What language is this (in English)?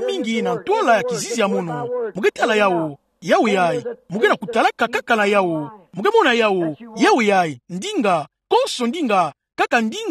Kituba (Democratic Republic of Congo)